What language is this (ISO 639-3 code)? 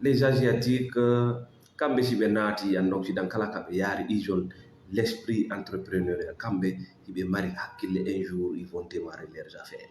ful